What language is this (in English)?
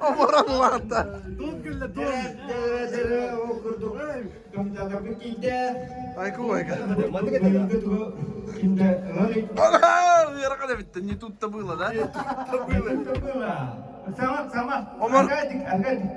Yakut